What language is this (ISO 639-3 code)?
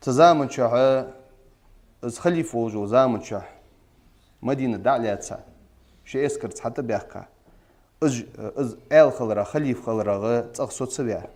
inh